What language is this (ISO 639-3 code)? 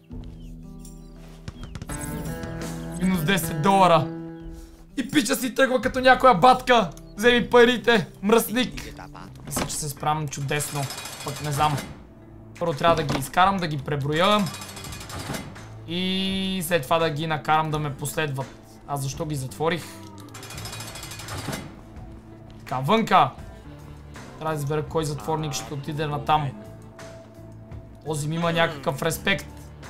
bul